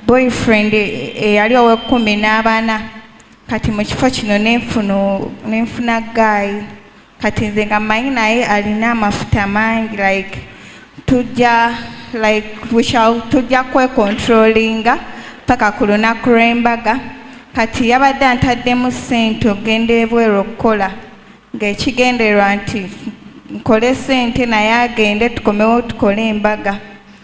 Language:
Ganda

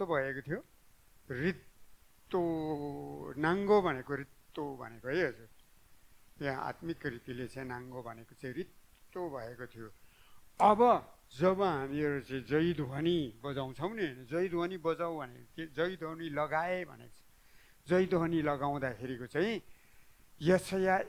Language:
Nepali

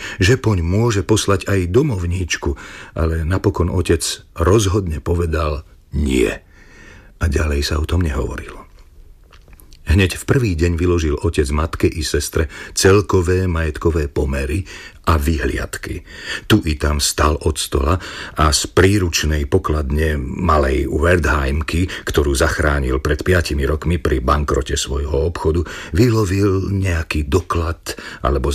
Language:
Slovak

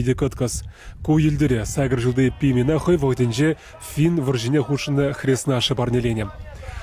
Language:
Chuvash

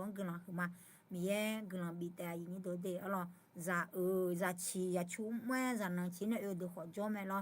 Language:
Akha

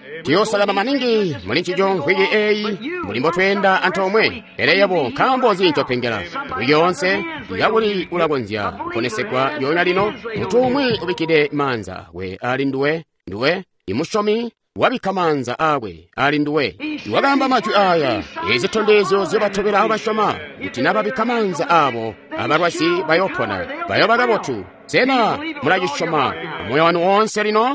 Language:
Tonga (Zambia)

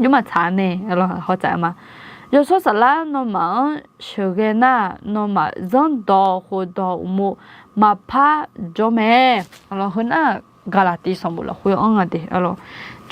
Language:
Akha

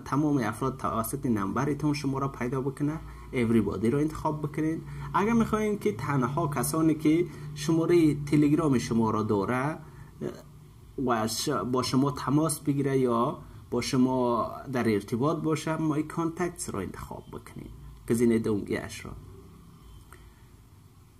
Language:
Persian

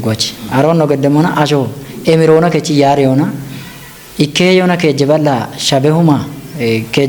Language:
Kafa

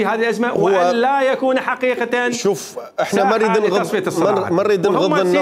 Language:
Mesopotamian Arabic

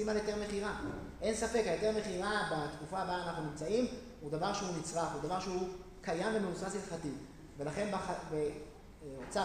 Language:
Hebrew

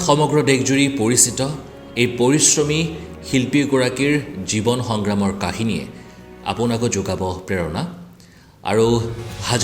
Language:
Assamese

